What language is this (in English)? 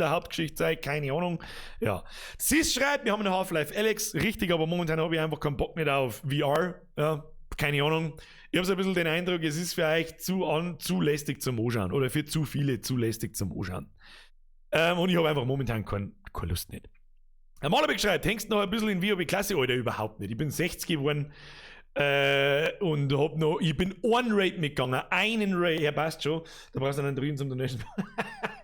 Bavarian